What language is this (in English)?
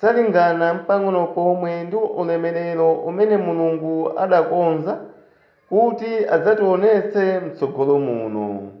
Nyanja